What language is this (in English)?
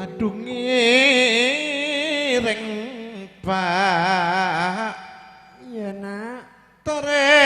Madurese